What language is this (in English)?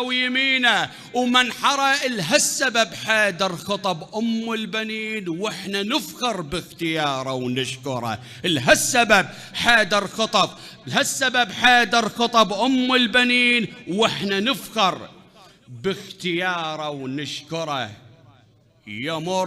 Mesopotamian Arabic